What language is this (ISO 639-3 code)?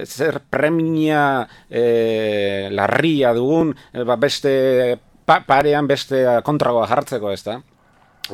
eus